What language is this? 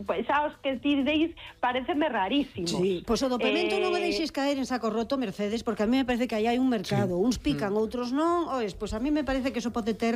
Galician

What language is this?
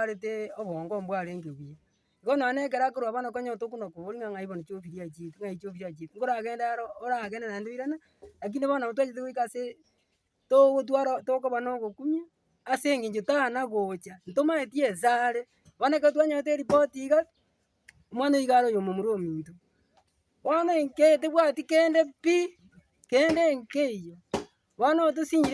Gusii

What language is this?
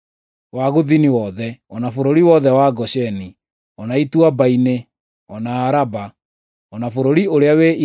Kikuyu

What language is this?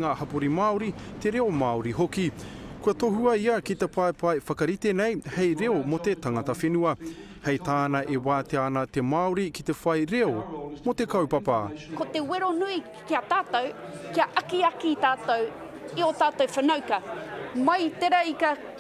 Māori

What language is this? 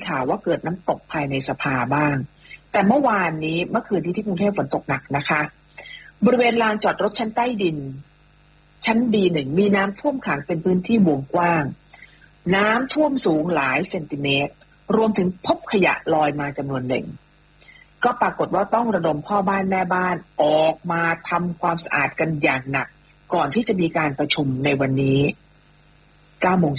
Thai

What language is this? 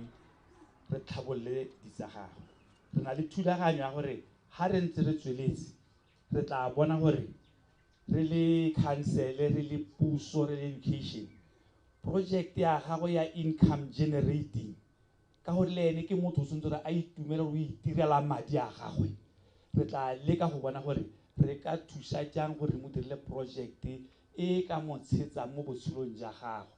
Tswana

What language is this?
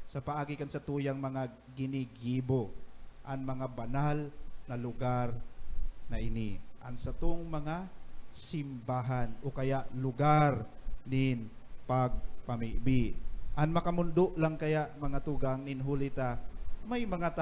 Bikol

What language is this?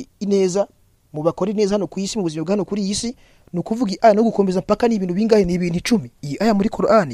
Kinyarwanda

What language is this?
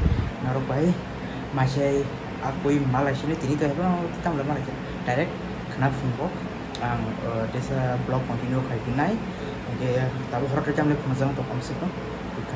Kok Borok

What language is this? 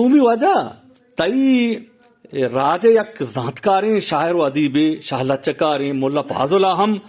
Eastern Balochi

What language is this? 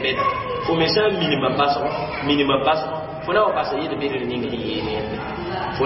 Mossi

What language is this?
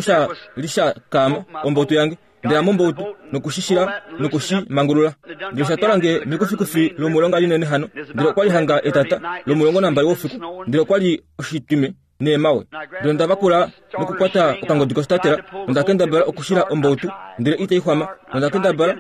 Kuanyama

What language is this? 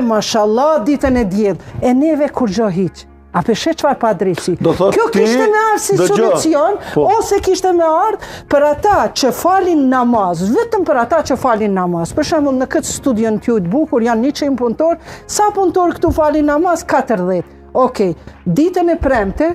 Albanian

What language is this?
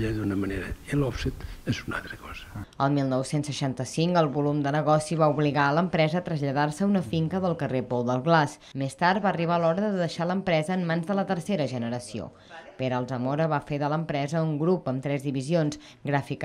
Catalan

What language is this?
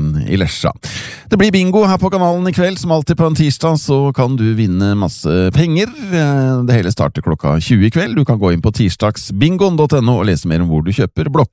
Norwegian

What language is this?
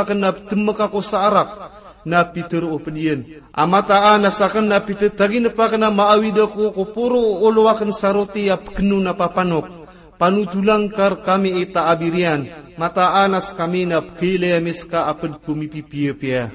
Maranao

